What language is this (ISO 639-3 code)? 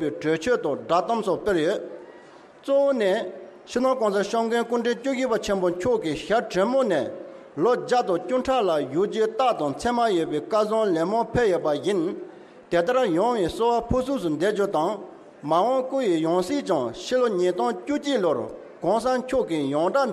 bod